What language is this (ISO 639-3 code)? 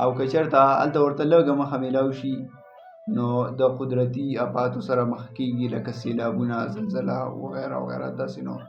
pus